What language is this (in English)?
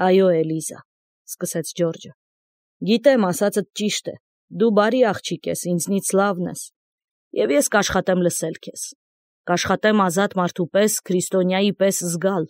Armenian